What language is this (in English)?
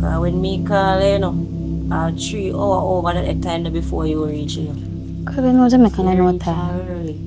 Jamaican Creole English